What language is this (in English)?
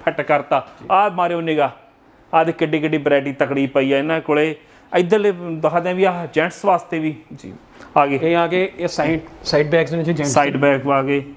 Punjabi